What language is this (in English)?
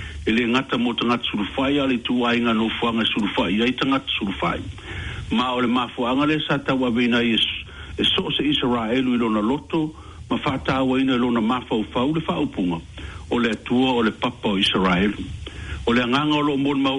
Samoan